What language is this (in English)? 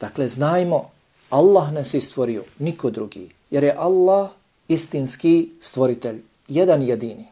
Bosnian